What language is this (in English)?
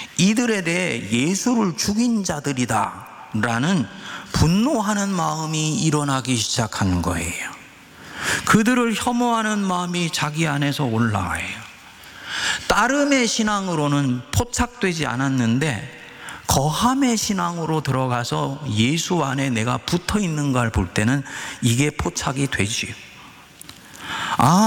Korean